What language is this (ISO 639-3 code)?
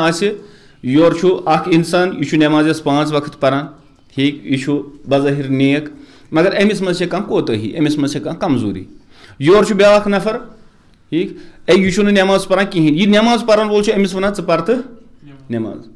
kas